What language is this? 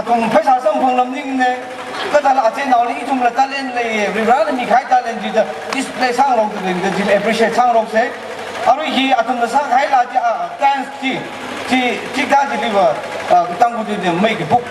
Tangkhul Naga (India)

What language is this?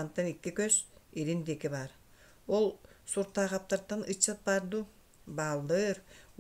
Yakut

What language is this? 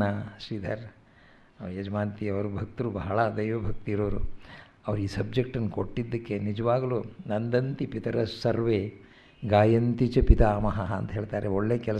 Kannada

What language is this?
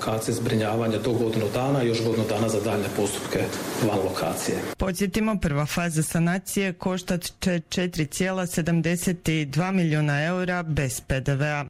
Croatian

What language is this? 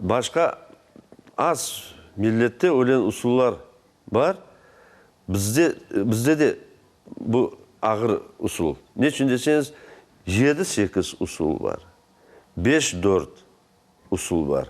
Crimean Tatar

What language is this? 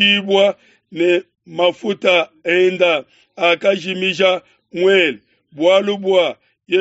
Luba-Lulua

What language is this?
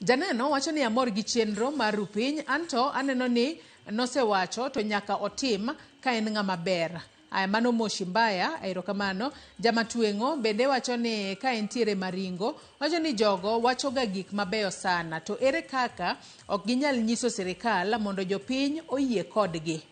Luo (Kenya and Tanzania)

